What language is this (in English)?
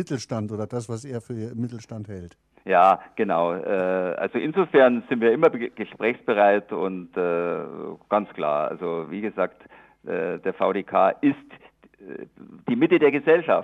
German